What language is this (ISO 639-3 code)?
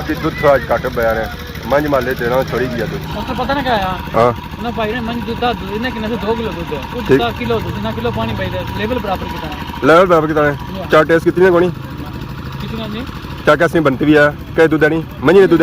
phr